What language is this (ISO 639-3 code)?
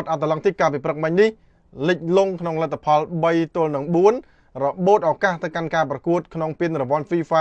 khm